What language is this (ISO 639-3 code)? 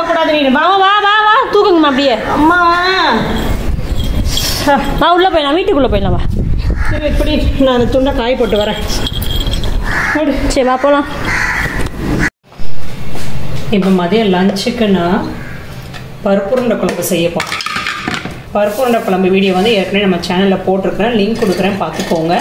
tam